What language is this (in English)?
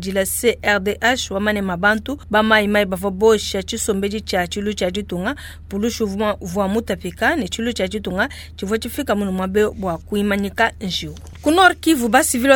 Luba-Lulua